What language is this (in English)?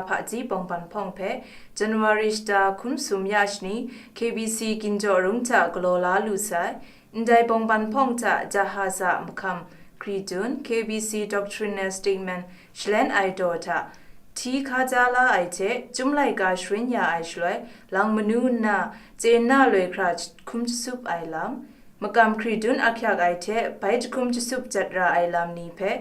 Kachin